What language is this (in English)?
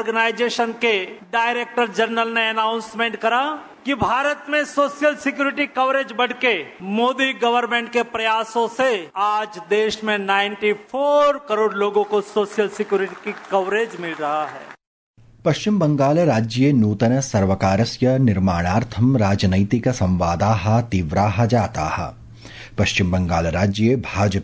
Sanskrit